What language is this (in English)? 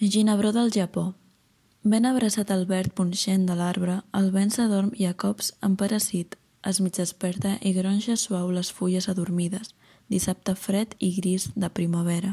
Catalan